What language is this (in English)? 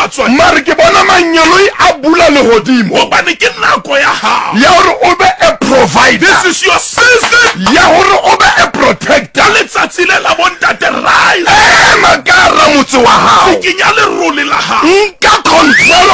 Southern Sotho